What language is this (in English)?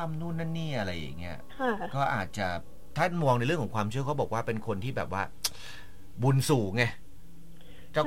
Thai